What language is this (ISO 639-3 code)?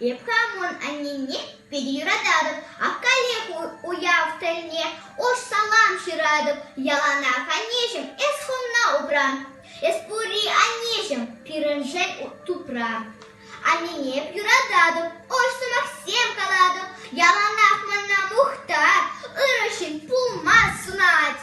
chv